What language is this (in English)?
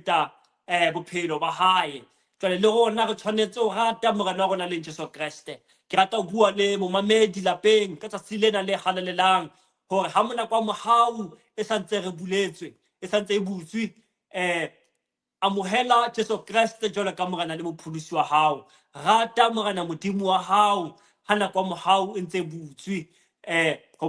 Southern Sotho